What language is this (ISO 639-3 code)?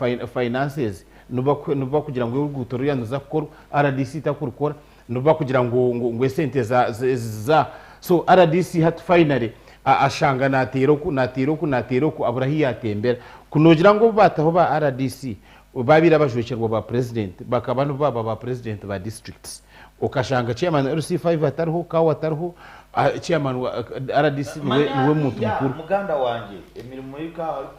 nyn